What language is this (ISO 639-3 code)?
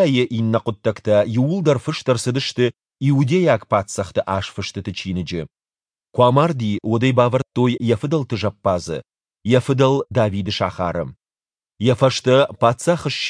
oss